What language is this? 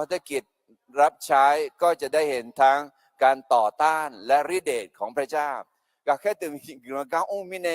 Akha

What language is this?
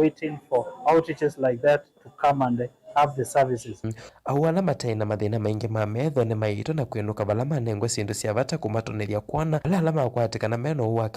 Kamba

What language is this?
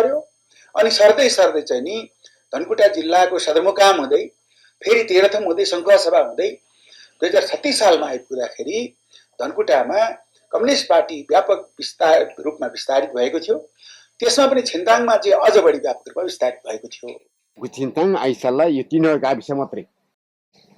Nepali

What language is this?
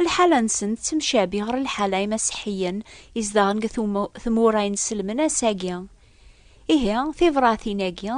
Kabyle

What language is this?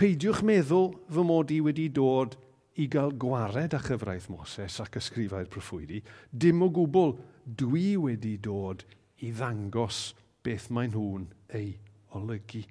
Welsh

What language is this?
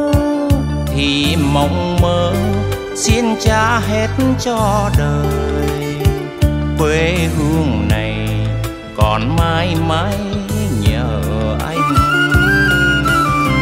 Vietnamese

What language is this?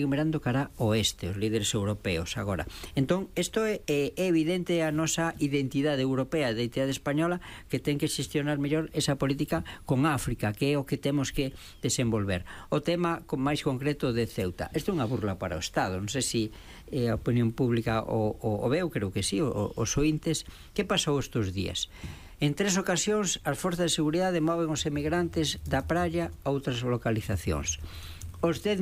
Galician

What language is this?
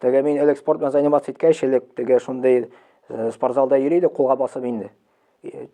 Tatar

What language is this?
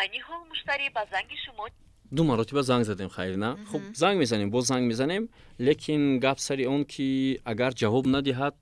Tajik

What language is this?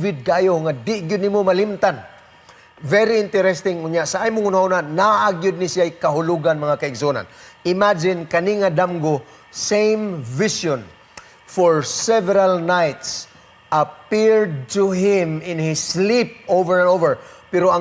Cebuano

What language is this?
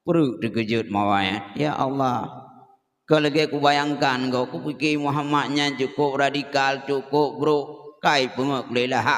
Achinese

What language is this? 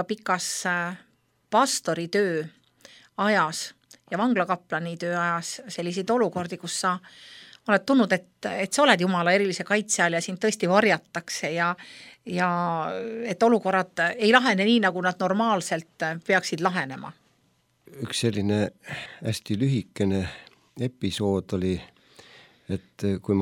Estonian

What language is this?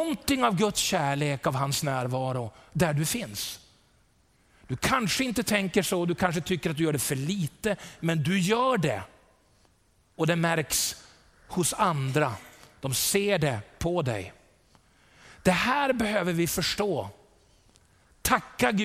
Swedish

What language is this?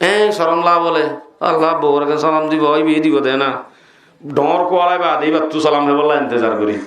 Rohingya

